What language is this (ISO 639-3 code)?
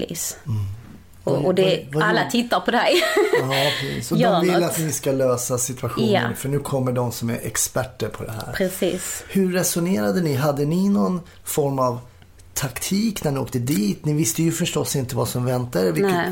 swe